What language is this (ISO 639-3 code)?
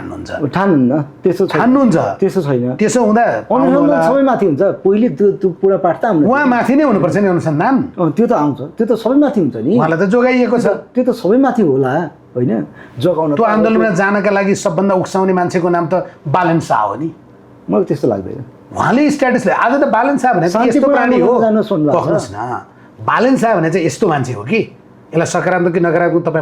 nep